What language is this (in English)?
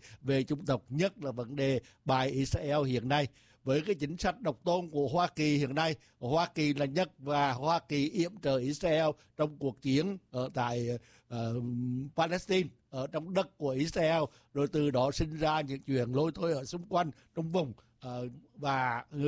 Vietnamese